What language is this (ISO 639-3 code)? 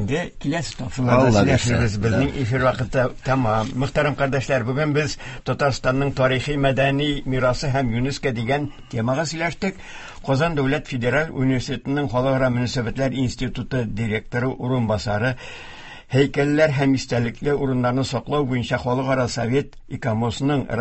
tat